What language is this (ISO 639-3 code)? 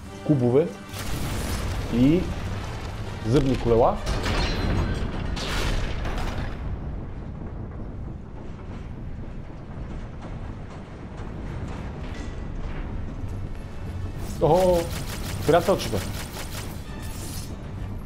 bul